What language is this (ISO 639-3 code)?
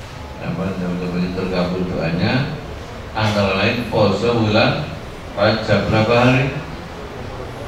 ind